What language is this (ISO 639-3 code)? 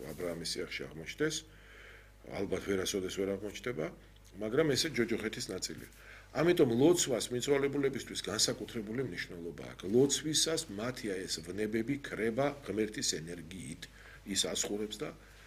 kat